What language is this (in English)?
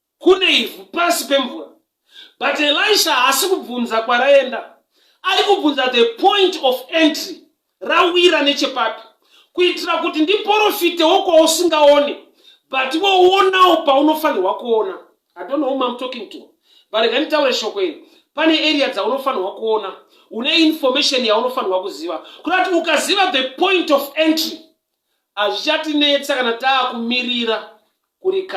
Shona